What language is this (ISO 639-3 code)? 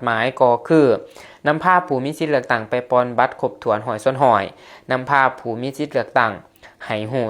lao